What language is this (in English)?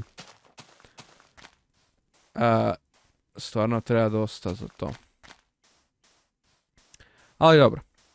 Croatian